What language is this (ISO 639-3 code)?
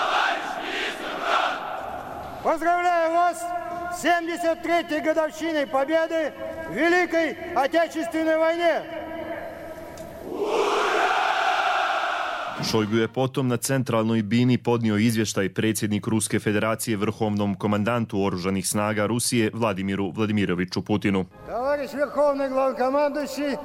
srp